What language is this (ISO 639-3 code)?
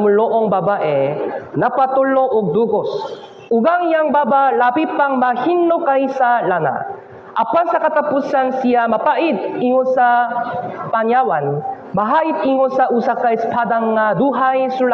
ceb